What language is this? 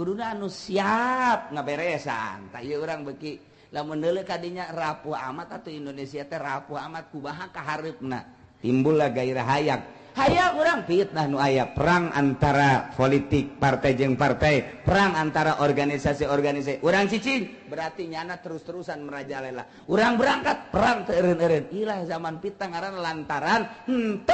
Sundanese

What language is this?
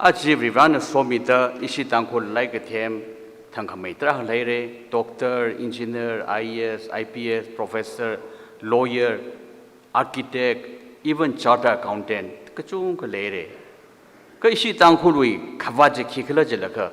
Tangkhul Naga (India)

